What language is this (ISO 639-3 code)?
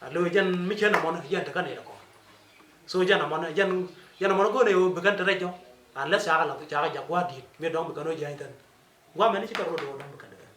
nus